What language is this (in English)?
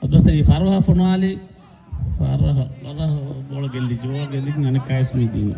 Divehi